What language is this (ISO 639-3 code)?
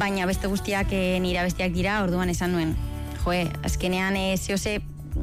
eus